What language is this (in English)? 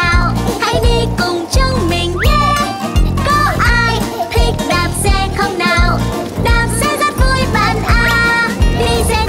Vietnamese